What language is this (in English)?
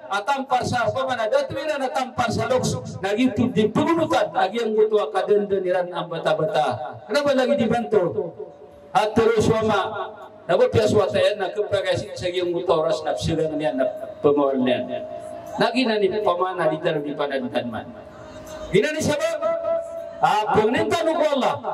Maranao